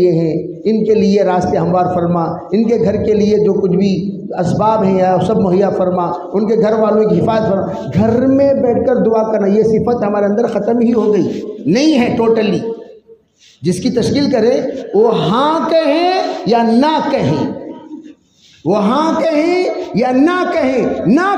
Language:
Urdu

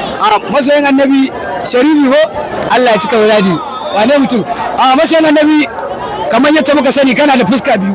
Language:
Hausa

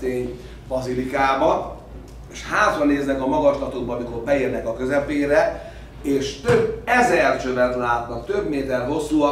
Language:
Hungarian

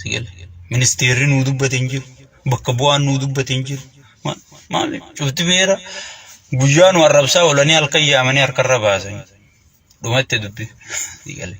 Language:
Oromo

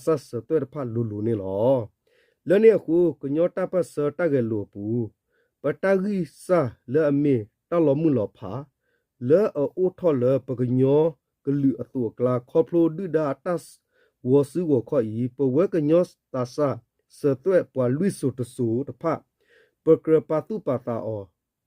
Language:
S'gaw Karen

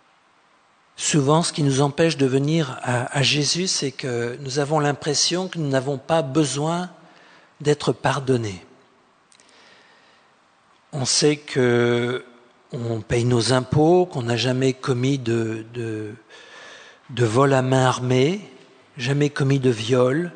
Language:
French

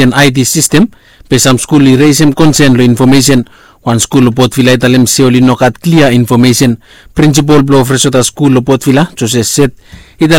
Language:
Bislama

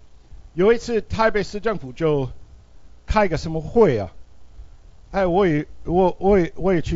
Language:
Chinese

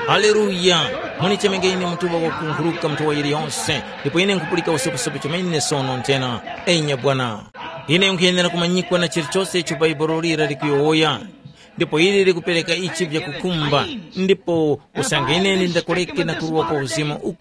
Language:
Tumbuka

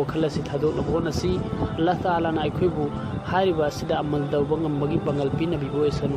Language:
Manipuri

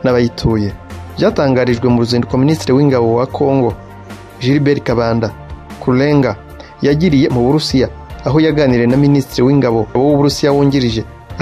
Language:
Kinyarwanda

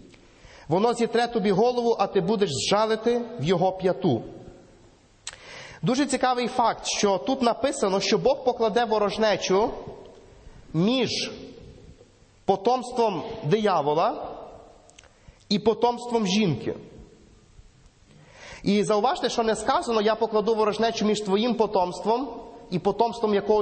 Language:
Ukrainian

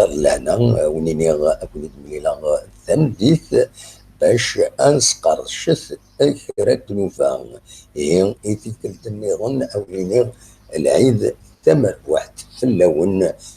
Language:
Kabyle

